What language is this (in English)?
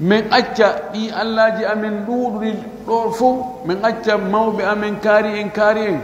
Pular